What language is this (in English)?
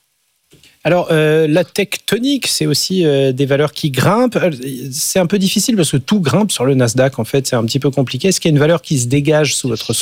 French